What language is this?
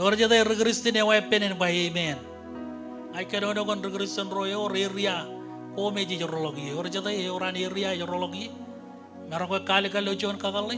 Marshallese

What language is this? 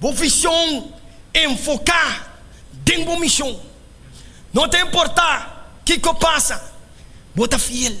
Papiamento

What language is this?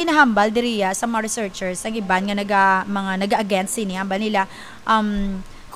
Hiligaynon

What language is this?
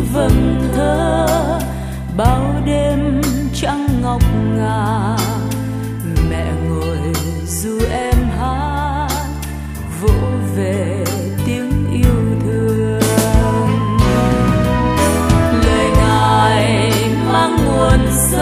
Vietnamese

